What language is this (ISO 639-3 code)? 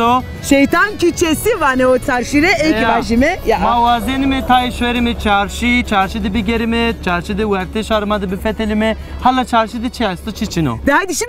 zza